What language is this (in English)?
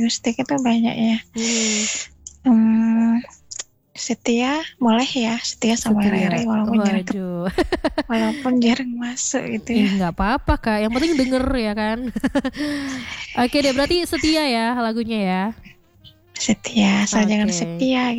Indonesian